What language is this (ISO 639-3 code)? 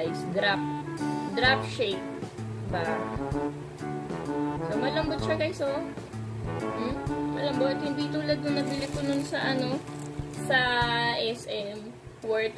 fil